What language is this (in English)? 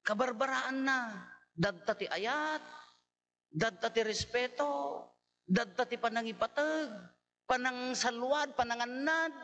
Iloko